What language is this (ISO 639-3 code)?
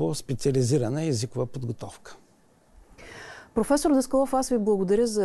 bul